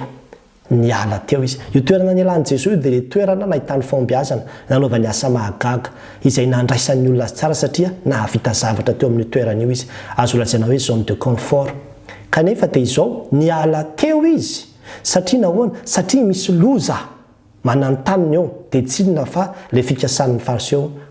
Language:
Malagasy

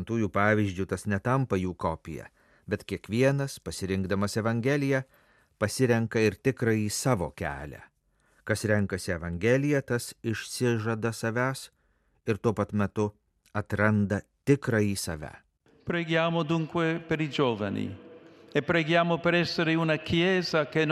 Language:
Lithuanian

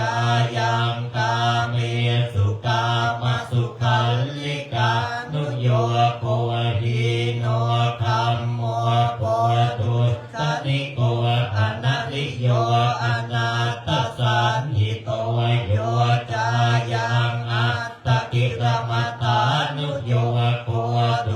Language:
Pali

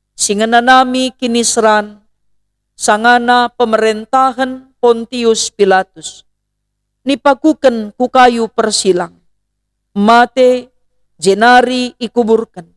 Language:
Batak Karo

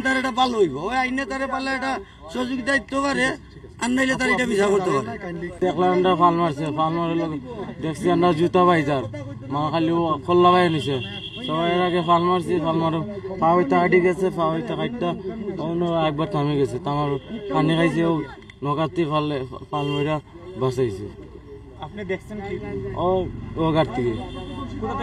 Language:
Sylheti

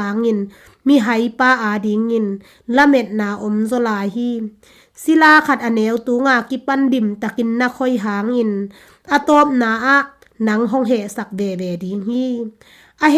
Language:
Tedim Chin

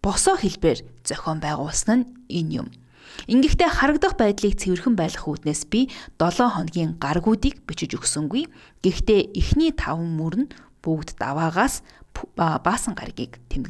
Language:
Mongolian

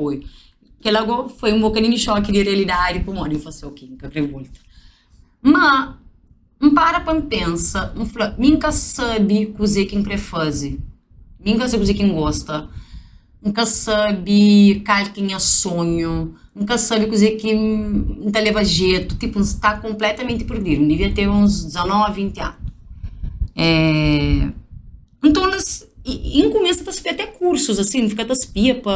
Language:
Kabuverdianu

